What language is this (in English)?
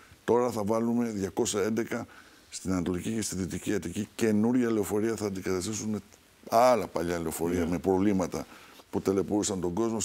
Greek